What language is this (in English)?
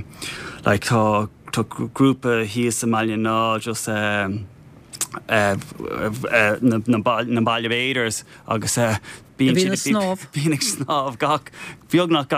Irish